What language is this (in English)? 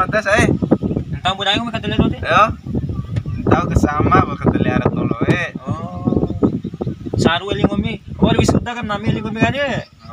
Bima